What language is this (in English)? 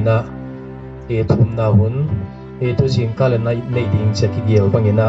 Paite Chin